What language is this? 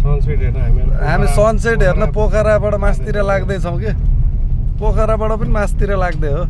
Nepali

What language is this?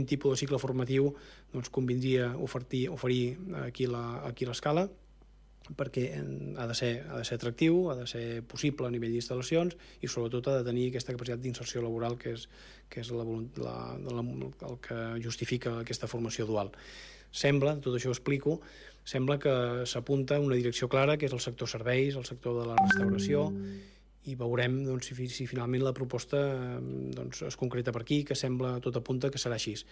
Catalan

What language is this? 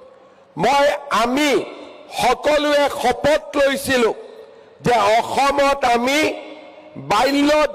Assamese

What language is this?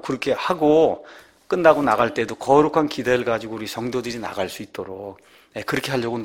Korean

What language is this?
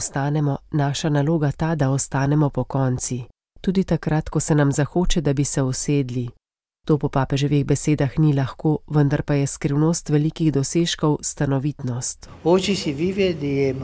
Slovenian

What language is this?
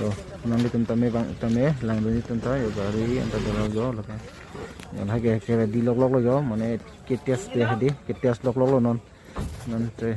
Karbi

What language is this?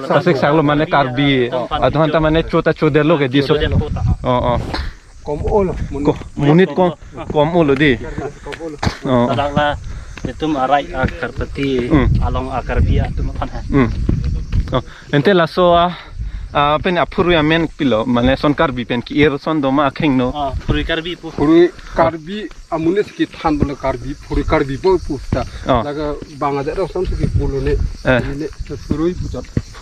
Karbi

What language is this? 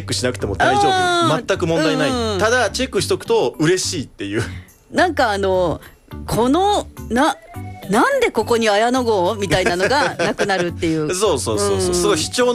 Japanese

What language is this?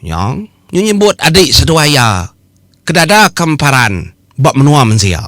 Iban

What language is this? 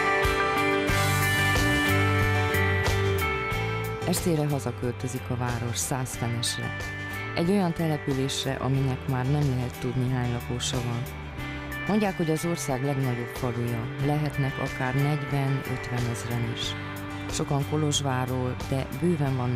Hungarian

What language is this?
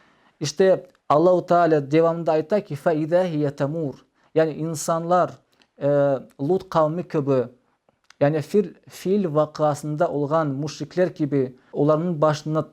Crimean Tatar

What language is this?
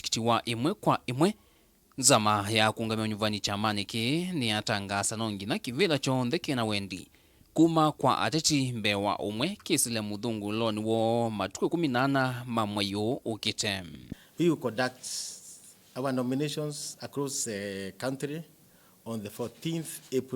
Kamba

